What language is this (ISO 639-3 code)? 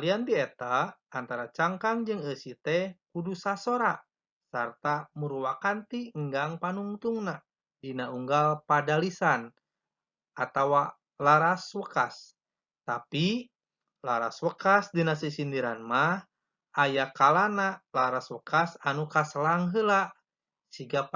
sun